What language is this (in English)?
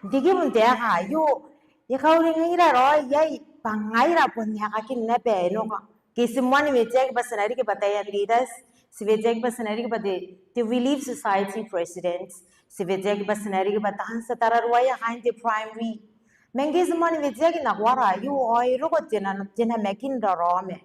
Gilbertese